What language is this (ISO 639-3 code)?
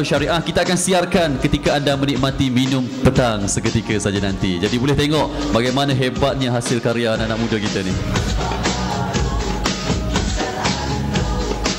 msa